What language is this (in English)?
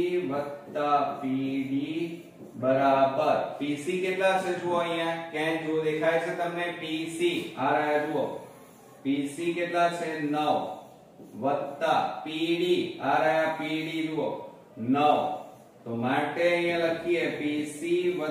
Gujarati